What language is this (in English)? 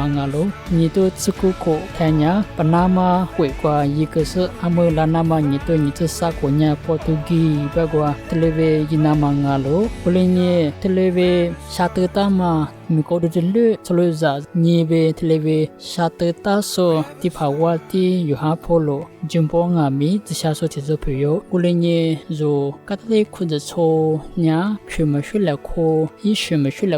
Lisu